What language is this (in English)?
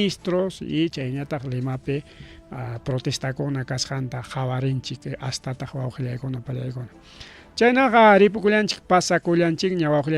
Ayacucho Quechua